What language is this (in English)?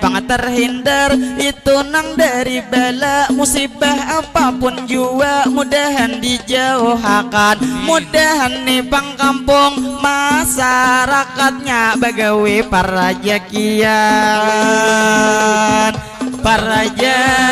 Banjar